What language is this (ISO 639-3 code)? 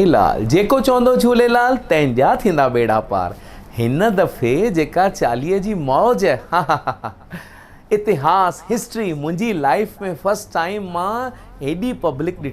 snd